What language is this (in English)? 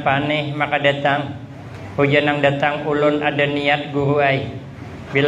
Banjar